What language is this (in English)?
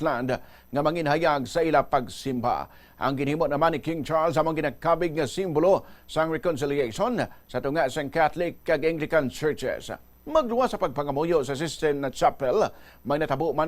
Hiligaynon